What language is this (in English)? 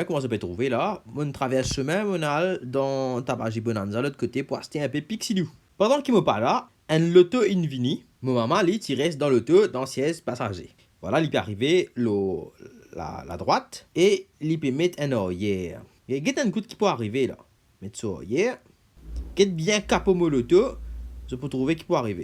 Morisyen